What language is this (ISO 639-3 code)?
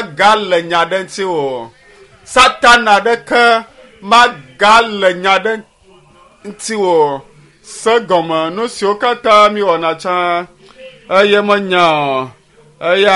ewe